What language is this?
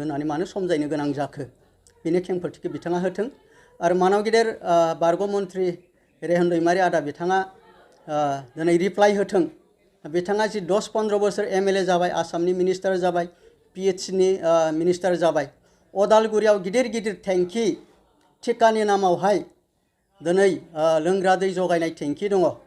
Bodo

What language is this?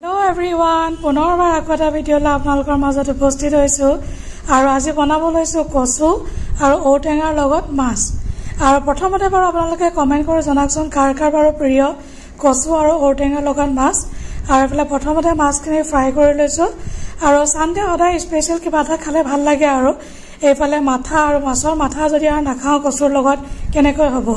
Assamese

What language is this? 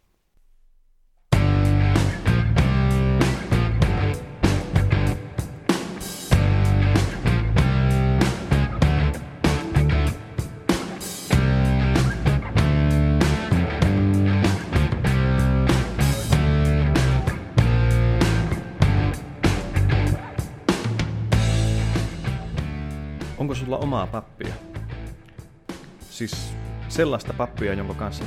Finnish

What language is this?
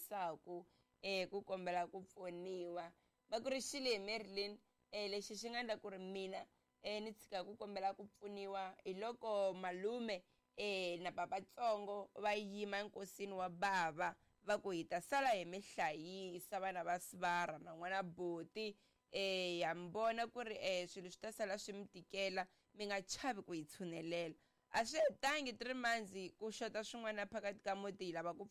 Tsonga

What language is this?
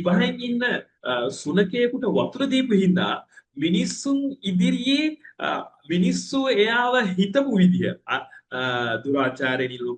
Sinhala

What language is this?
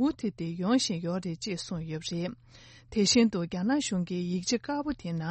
Tibetan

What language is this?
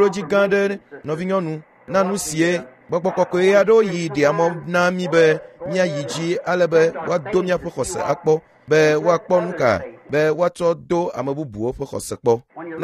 Ewe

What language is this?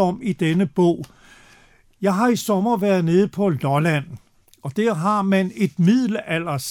Danish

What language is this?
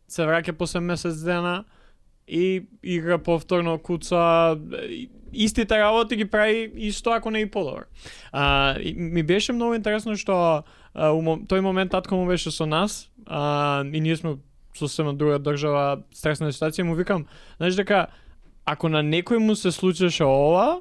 Macedonian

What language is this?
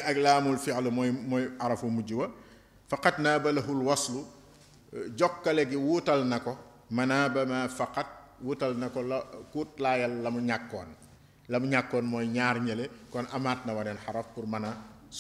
Wolof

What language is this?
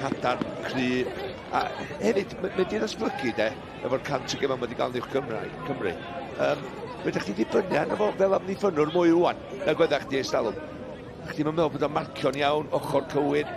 Welsh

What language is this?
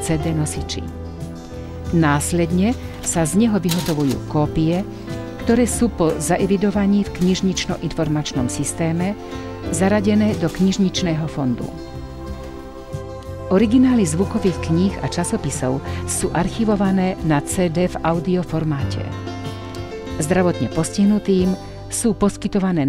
Slovak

